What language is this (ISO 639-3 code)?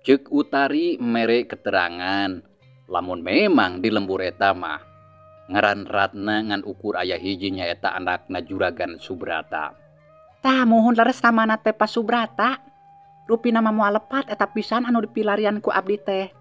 sun